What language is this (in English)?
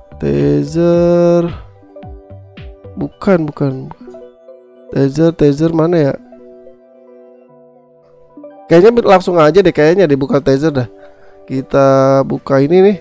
Indonesian